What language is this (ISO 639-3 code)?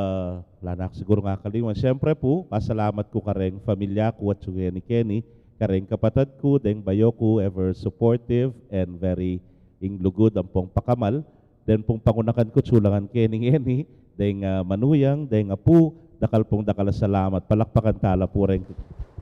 pam